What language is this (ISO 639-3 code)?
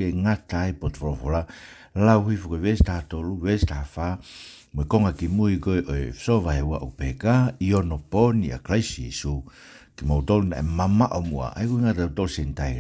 ton